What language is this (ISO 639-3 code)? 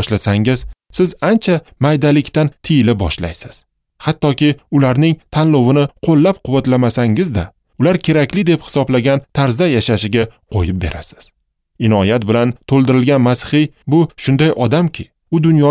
uzb